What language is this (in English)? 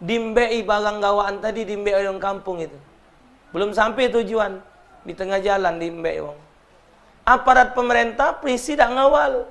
Musi